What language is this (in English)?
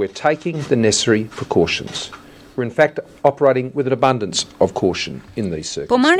Albanian